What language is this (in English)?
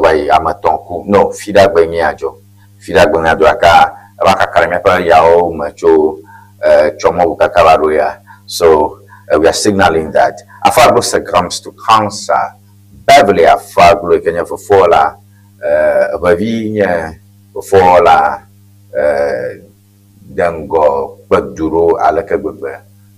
Ewe